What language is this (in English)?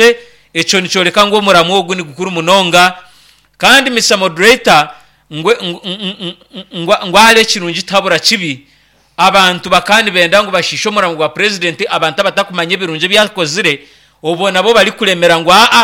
Nyankole